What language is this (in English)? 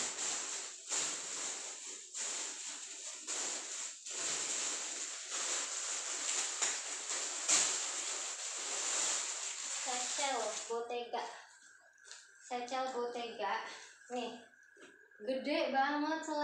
Indonesian